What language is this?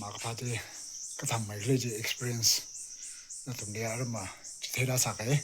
Tangkhul Naga (India)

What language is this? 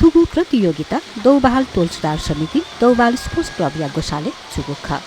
Newari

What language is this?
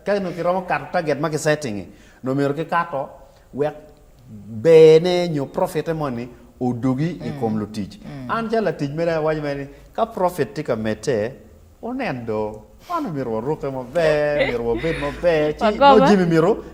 Acoli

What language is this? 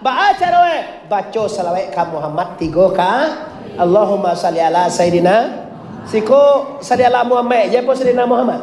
Minangkabau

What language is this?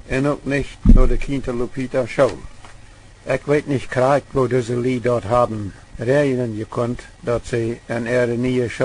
Plautdietsch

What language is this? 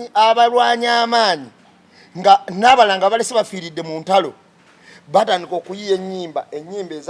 Ganda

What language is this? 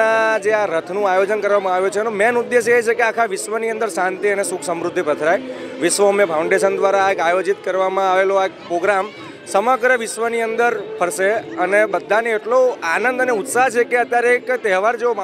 Gujarati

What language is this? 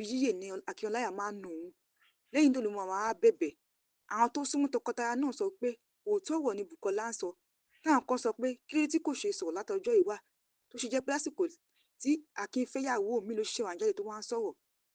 Yoruba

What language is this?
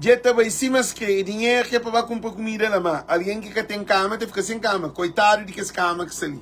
Kabuverdianu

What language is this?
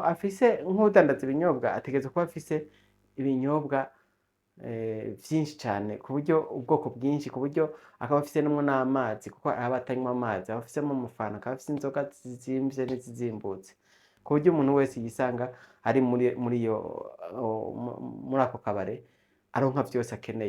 Rundi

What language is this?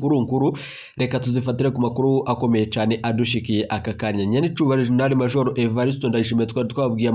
Rundi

